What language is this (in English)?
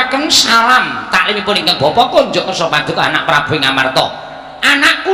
Javanese